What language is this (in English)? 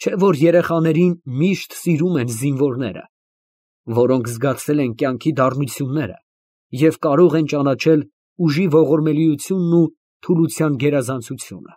Armenian